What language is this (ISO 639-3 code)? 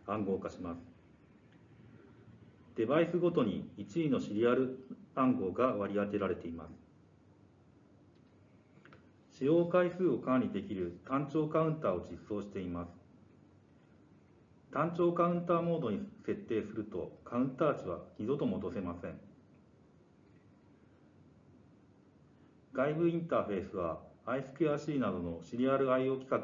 jpn